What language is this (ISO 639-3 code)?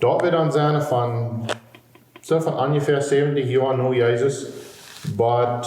pdt